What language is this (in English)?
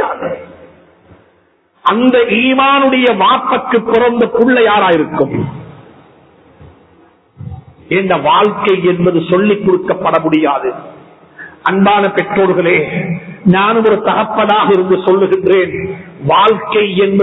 Tamil